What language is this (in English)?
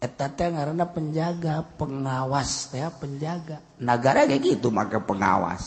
Sundanese